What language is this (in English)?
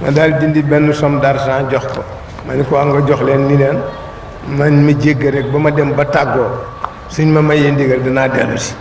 Wolof